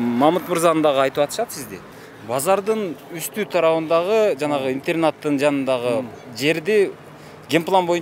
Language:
Kyrgyz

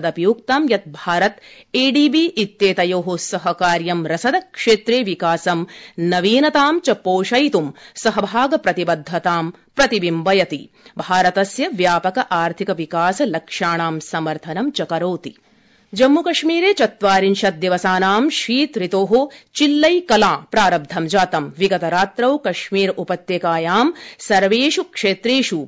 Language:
Sanskrit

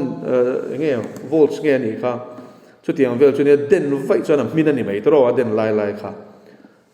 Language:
Mizo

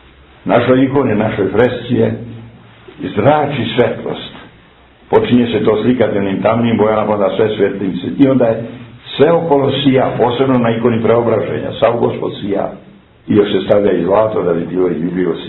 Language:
Serbian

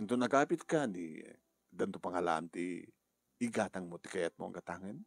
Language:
Iloko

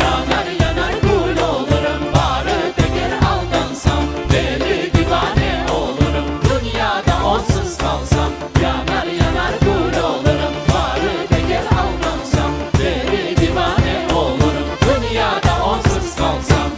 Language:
Crimean Tatar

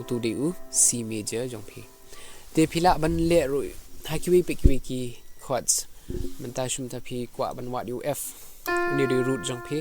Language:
Khasi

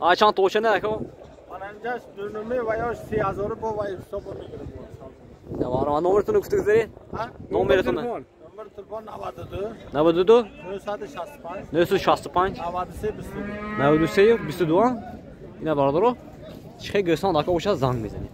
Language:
Tajik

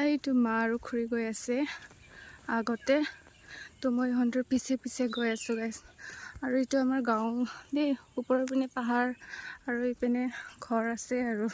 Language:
Assamese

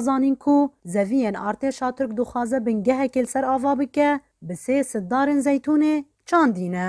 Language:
Kurdish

